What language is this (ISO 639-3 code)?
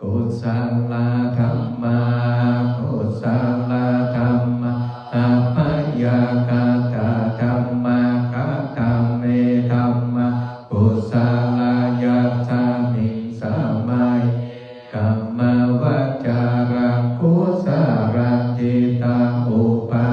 pli